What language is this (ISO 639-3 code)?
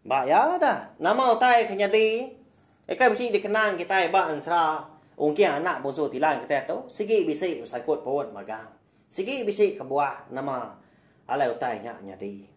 iba